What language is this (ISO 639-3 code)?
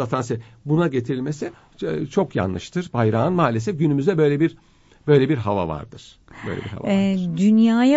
tur